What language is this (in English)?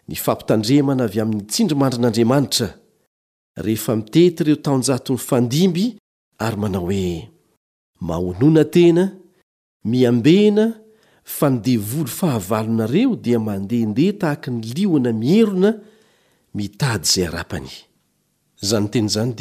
Malagasy